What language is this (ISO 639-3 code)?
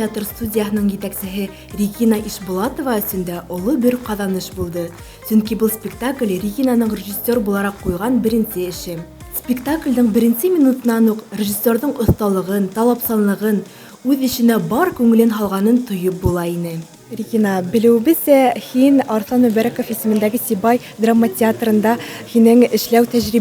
bak